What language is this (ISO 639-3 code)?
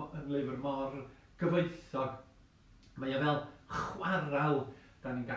cym